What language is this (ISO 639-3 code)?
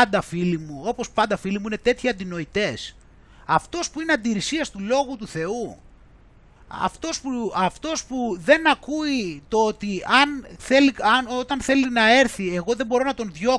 ell